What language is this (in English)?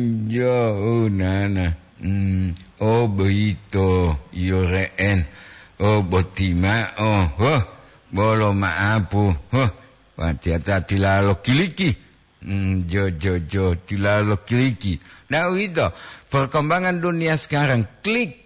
Gorontalo